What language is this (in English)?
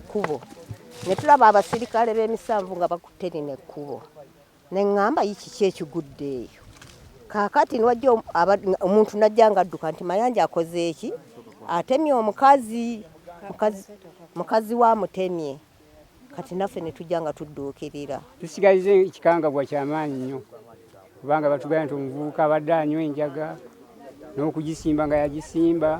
Ganda